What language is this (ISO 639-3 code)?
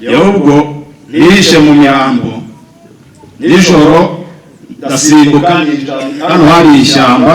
kin